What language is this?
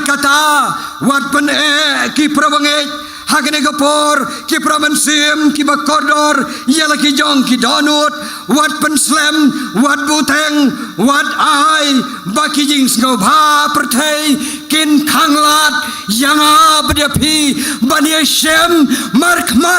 Khasi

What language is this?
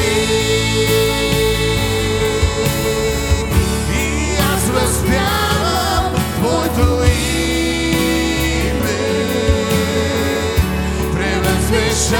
Bulgarian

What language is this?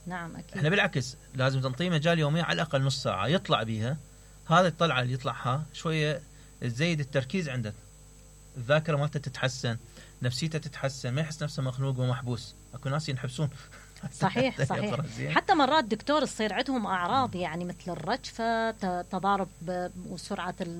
Mesopotamian Arabic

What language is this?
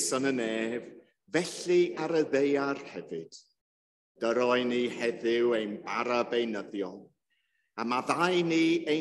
Welsh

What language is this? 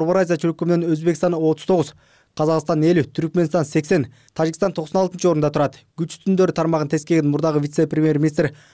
Kyrgyz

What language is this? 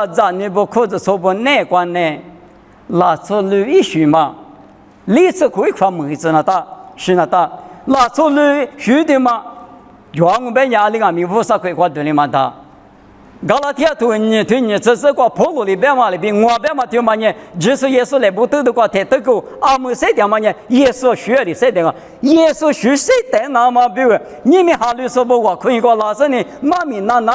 Lisu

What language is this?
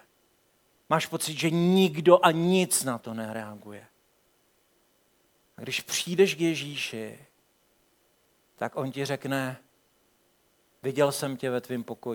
Czech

